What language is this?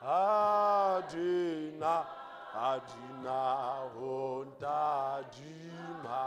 Southern Sotho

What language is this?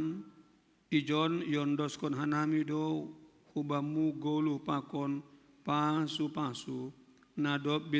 Batak Simalungun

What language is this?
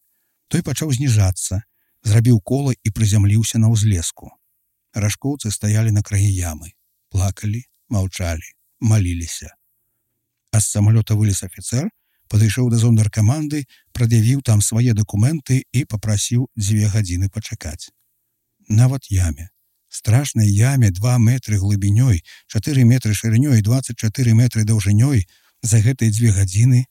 Belarusian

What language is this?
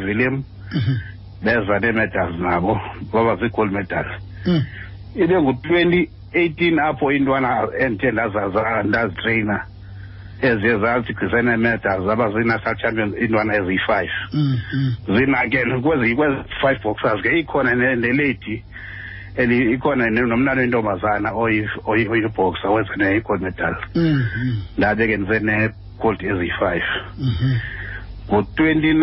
Xhosa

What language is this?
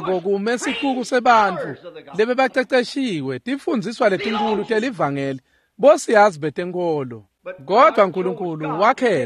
Swati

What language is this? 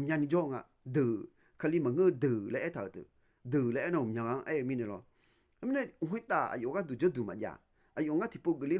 Akha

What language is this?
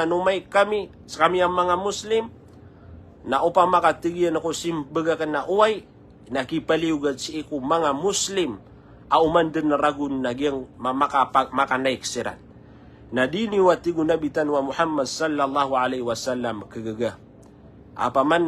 Maranao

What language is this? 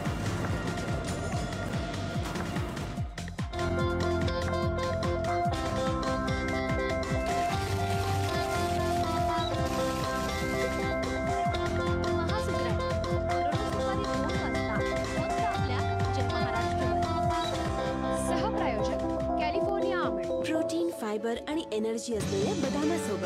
Marathi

